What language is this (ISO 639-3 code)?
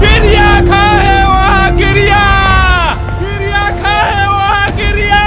hne